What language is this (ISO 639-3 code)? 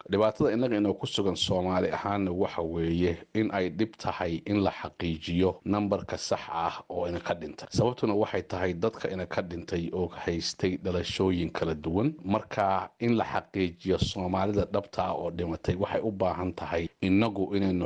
som